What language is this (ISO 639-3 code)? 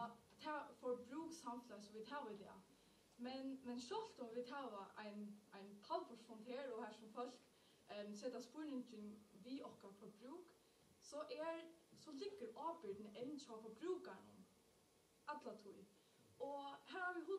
fao